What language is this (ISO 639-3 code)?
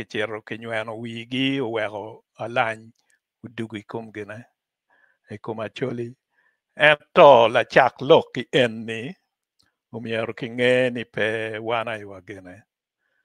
ach